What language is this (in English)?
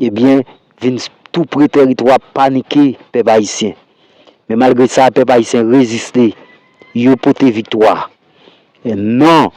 Haitian Creole